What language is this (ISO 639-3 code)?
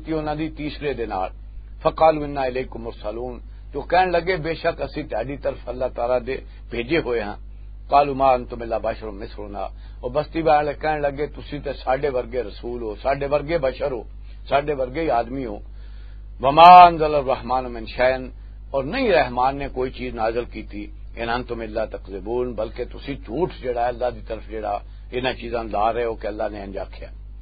lah